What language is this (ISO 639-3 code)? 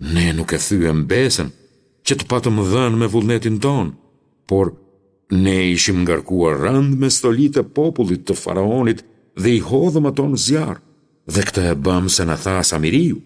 sqi